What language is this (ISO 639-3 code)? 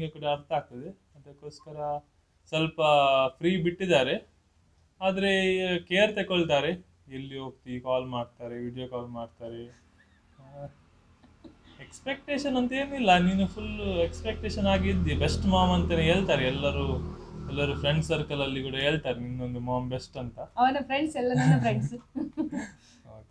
kan